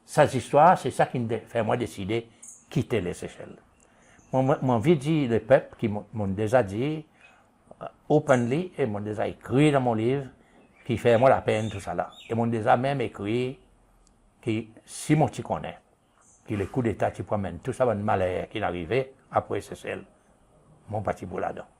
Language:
Seselwa Creole French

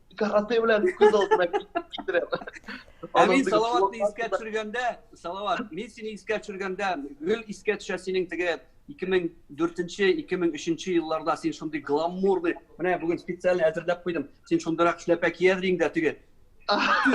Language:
Tatar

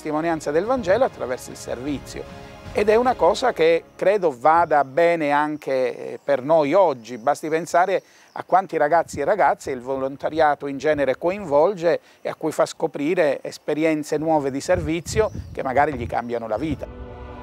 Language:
Italian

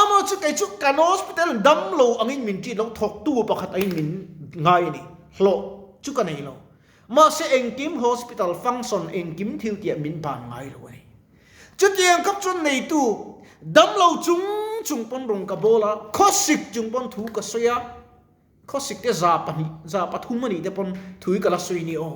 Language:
Mizo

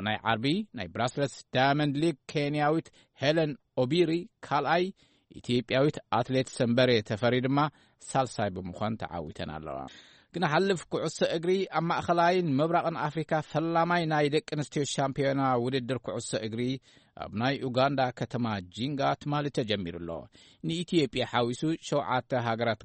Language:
Tigrinya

